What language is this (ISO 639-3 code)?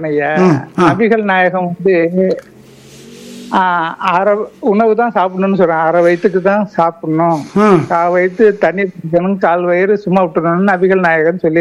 tam